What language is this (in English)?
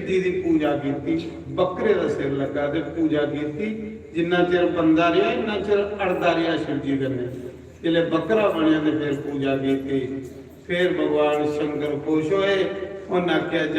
Dogri